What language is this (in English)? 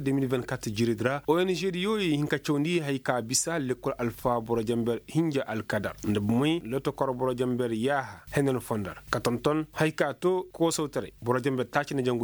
Koyraboro Senni